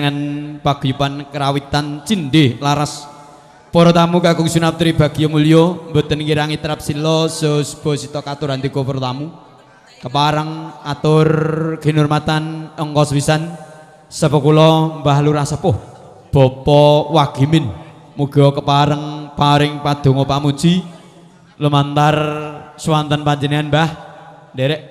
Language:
Javanese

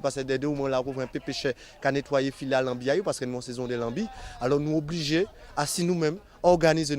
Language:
Guadeloupean Creole French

